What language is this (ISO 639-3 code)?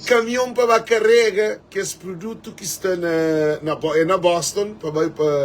kea